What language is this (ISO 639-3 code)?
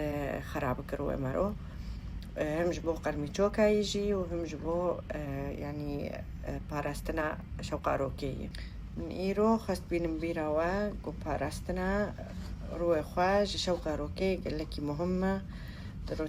kur